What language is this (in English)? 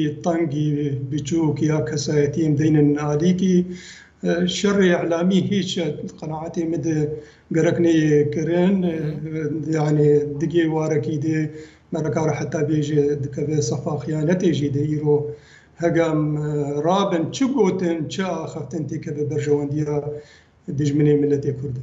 Kurdish